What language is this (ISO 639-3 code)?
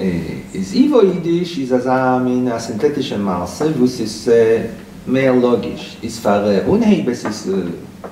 yid